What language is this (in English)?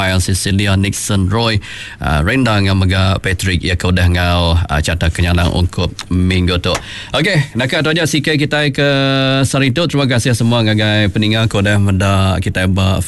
Iban